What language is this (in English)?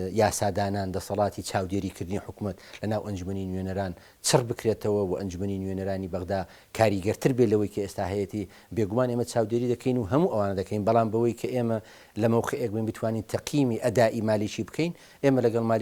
Central Kurdish